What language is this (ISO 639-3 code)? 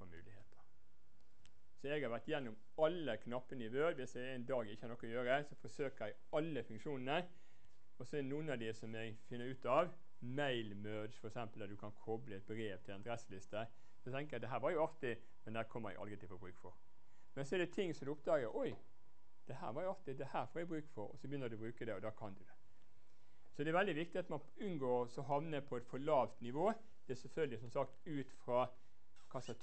nor